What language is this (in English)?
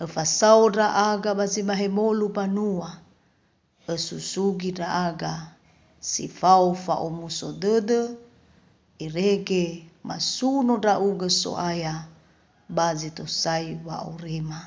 Nias